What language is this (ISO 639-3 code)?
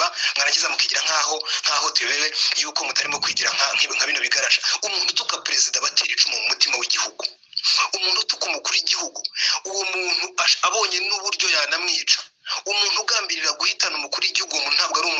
kin